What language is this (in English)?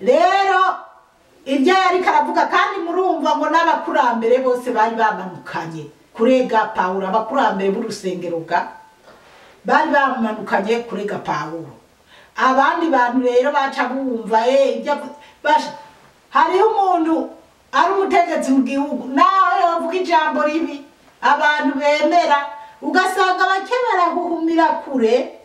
Rundi